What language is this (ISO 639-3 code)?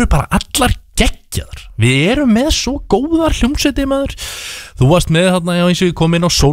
isl